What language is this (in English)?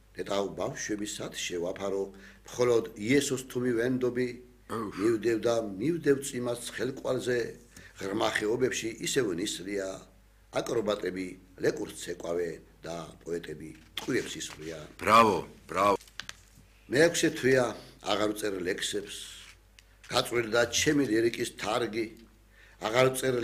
Georgian